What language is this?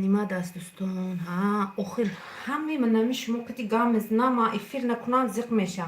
Tajik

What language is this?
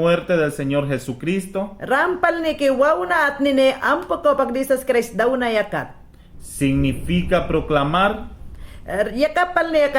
Mayangna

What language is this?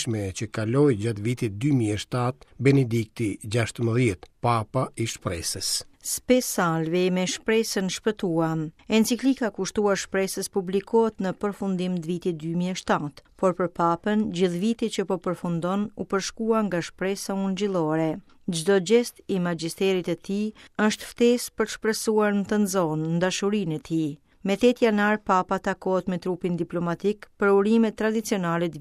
Albanian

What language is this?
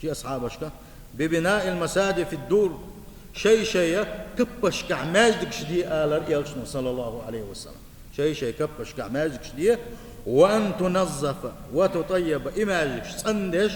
Chechen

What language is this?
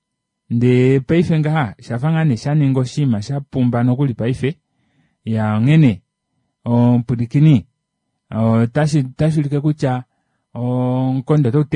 Kuanyama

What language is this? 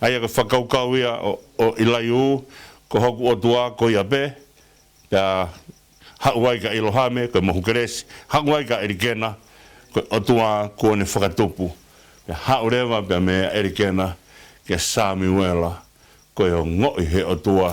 Tongan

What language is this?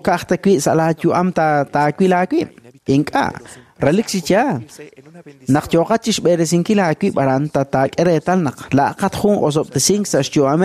Kekchí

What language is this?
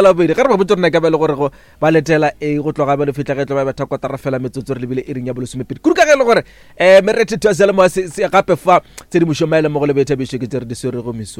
Northern Sotho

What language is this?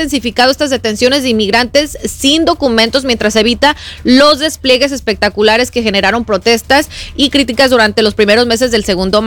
Spanish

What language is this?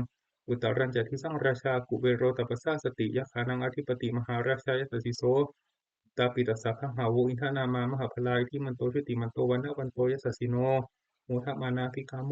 Pali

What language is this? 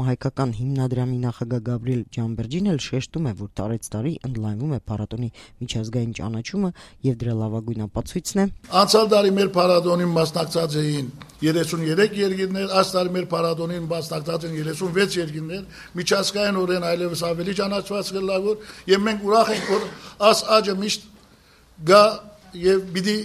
Armenian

